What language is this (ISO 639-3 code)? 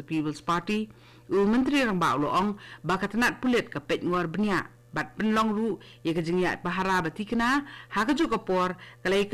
kha